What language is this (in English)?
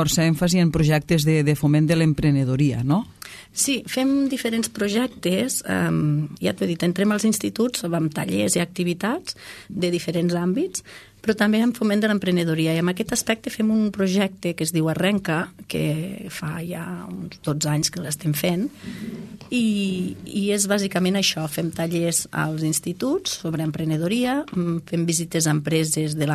Catalan